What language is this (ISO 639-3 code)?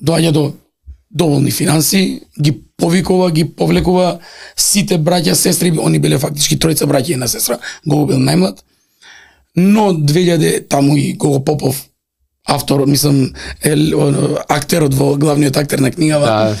mkd